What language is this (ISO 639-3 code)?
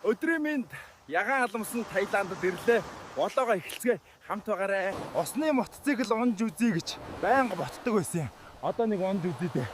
mon